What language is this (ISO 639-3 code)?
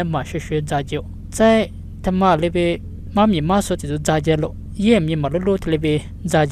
lis